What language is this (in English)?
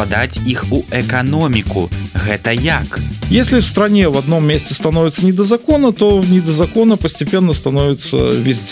Belarusian